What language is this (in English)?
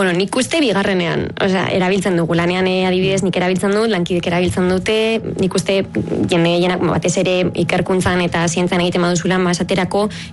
Basque